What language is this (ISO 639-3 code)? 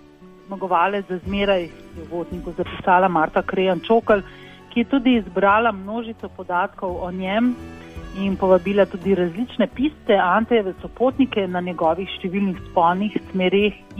slv